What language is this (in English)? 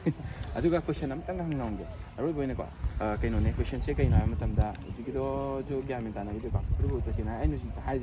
Manipuri